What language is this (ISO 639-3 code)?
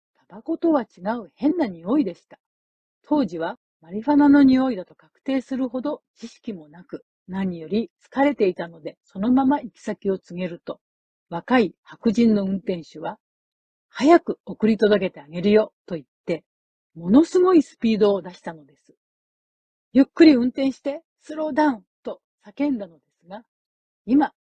jpn